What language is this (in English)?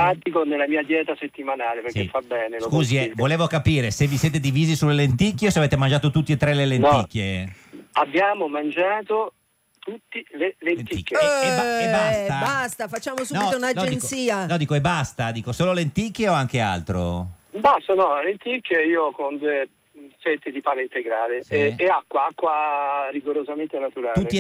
Italian